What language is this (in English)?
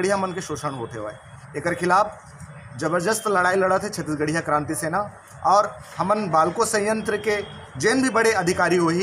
Chhattisgarhi